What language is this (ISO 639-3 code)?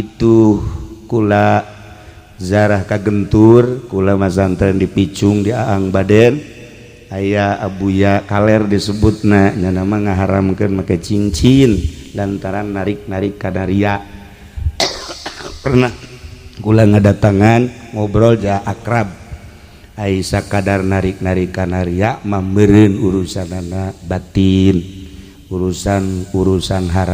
sun